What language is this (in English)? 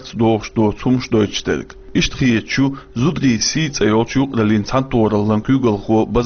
Chechen